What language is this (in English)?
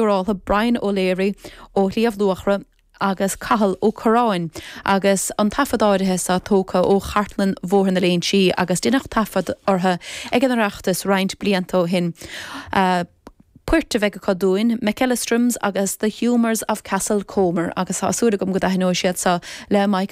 Irish